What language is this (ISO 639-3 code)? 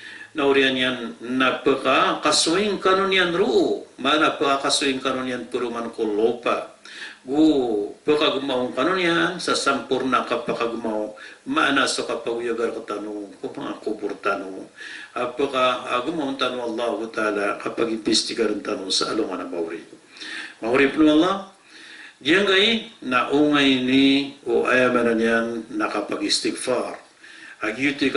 mrw